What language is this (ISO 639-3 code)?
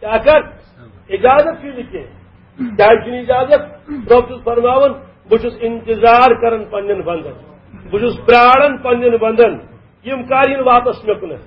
kas